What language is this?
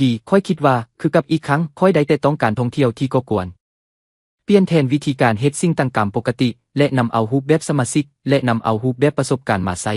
Lao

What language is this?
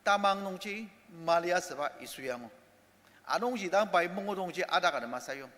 Ao Naga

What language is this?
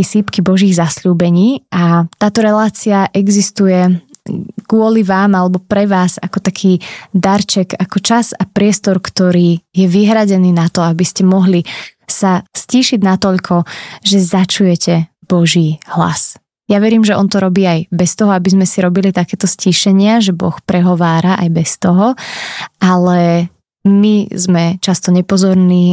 Slovak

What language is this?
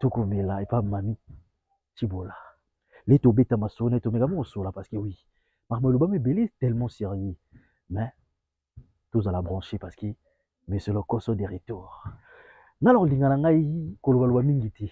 Lingala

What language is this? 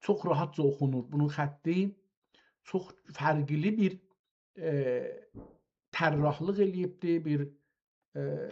South Azerbaijani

